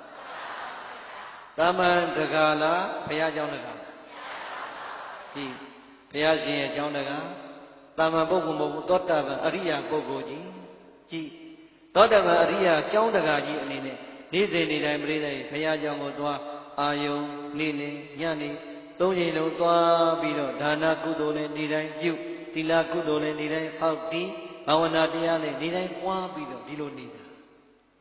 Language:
Burmese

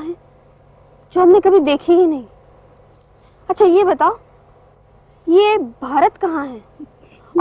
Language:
Hindi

